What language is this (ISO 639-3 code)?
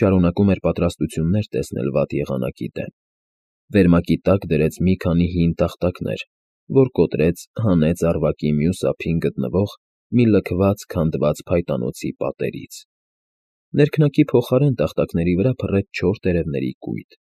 hye